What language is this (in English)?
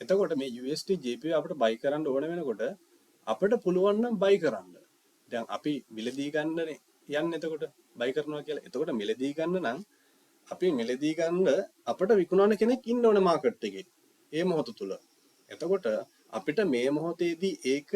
Sinhala